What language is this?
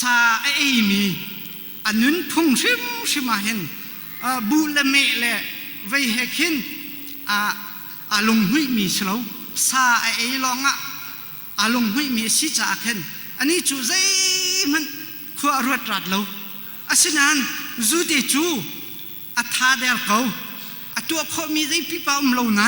Hakha Chin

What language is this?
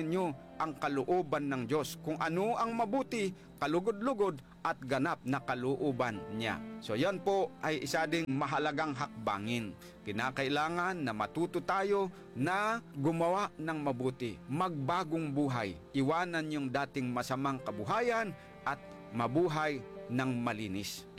Filipino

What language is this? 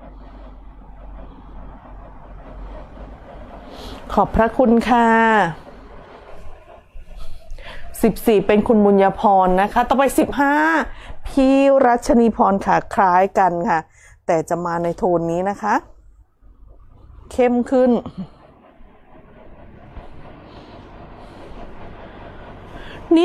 Thai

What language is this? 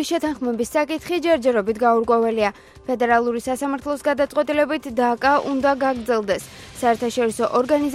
Georgian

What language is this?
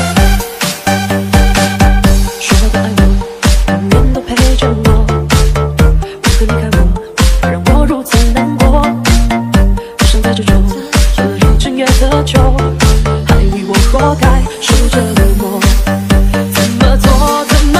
Chinese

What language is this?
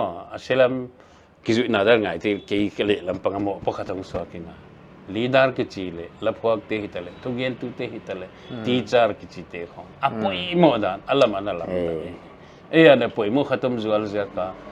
Paite Chin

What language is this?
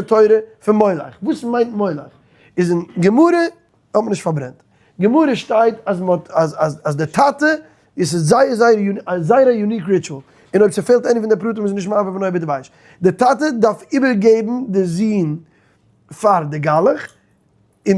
Yiddish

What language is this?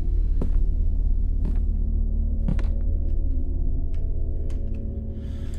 Italian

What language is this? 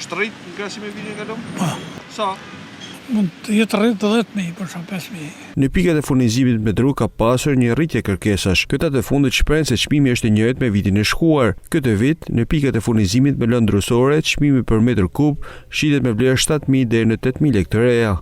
Albanian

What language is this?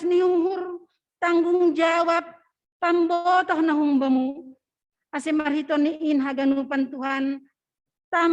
Batak Simalungun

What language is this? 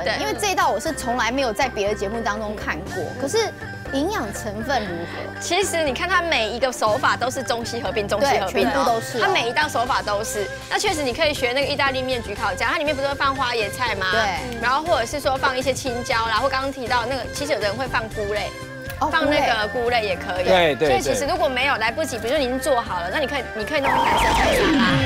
Chinese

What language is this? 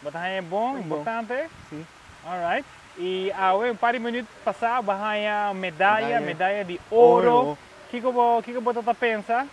Papiamento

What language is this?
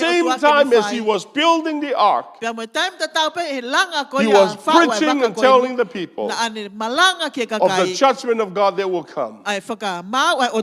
Tongan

